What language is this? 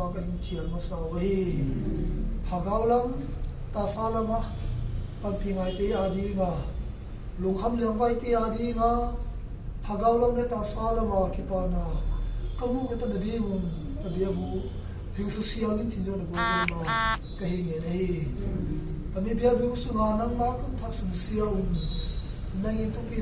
Tedim Chin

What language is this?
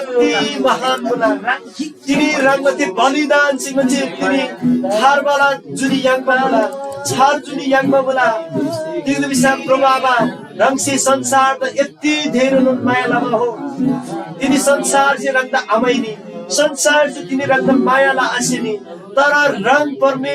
Eastern Tamang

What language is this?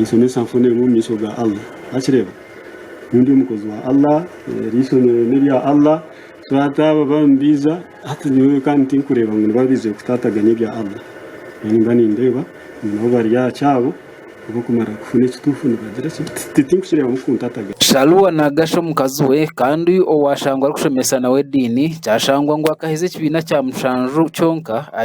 Nyankole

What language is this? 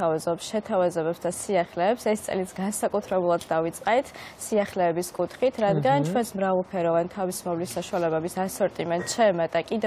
Georgian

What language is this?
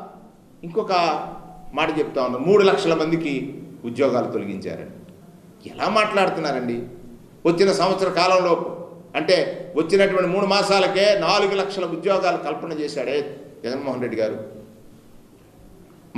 Telugu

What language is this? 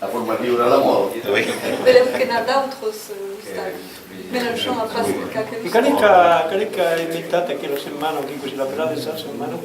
Occitan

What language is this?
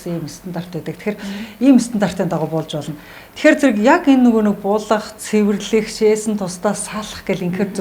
Mongolian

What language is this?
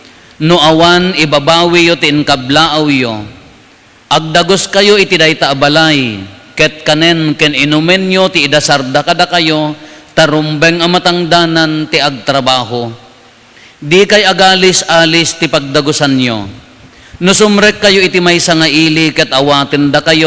Iloko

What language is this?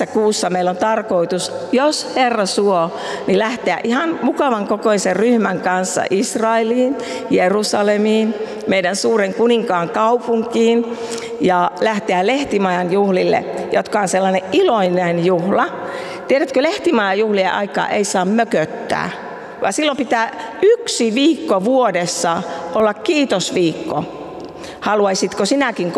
Finnish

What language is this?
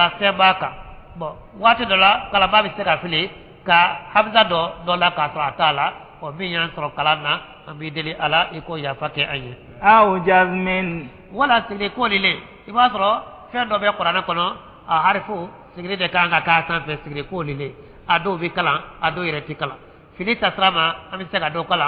Bambara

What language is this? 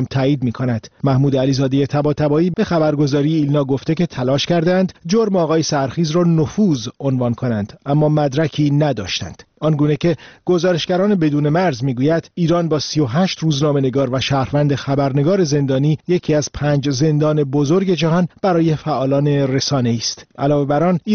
Persian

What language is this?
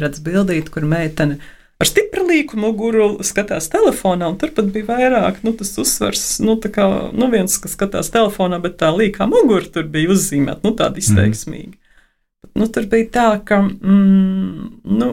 Latvian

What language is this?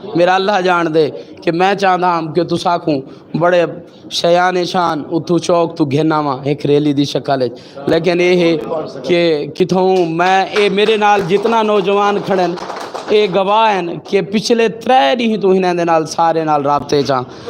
Saraiki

